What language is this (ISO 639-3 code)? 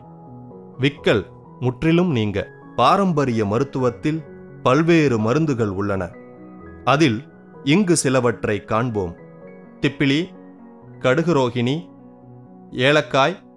tam